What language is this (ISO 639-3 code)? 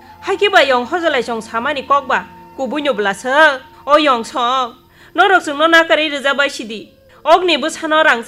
trp